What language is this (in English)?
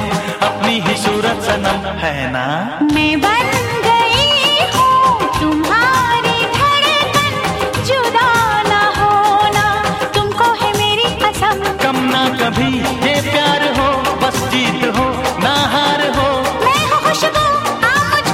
Hindi